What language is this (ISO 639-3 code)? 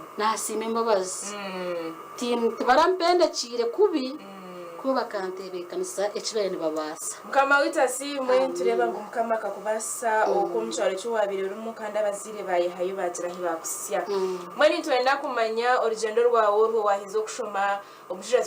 nyn